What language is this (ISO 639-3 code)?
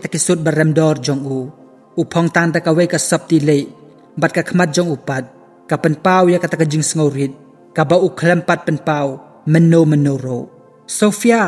kha